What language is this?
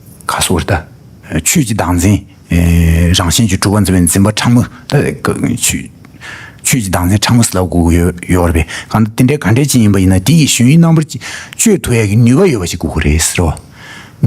Tibetan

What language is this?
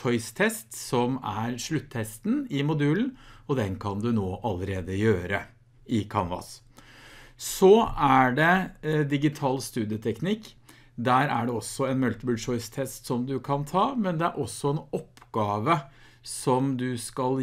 Norwegian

